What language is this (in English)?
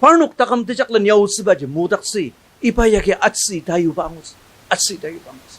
Ao Naga